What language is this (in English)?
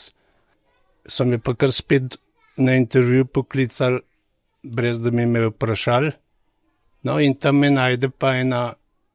Slovenian